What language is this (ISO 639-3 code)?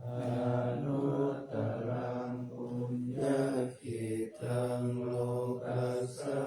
pli